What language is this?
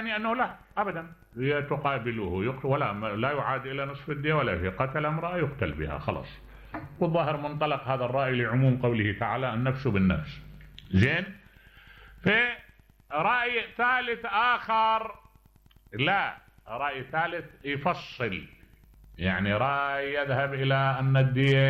Mesopotamian Arabic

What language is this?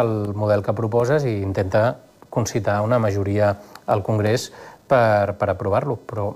Catalan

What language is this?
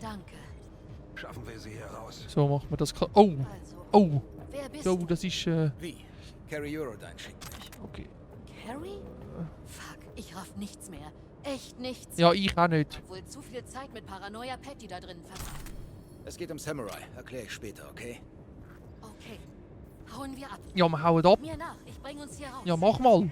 Swiss German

